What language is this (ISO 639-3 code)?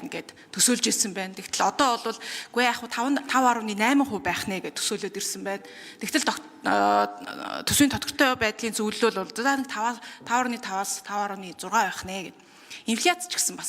mon